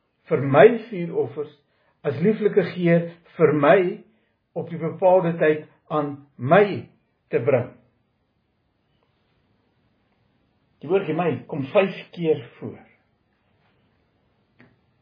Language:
Afrikaans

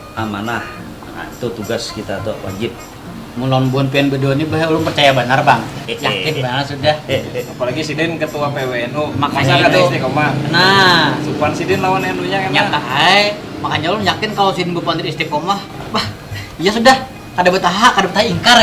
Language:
Banjar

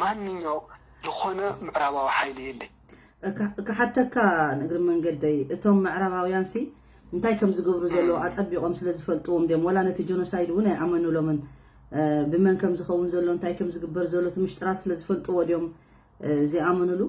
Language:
Tigrinya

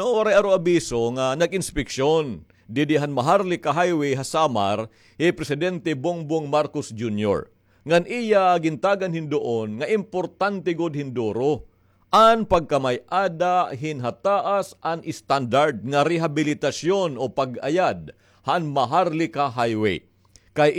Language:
Waray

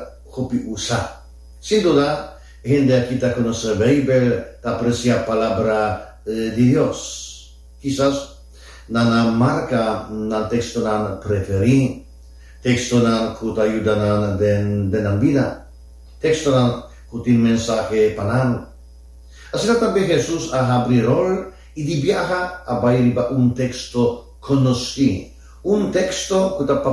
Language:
Papiamento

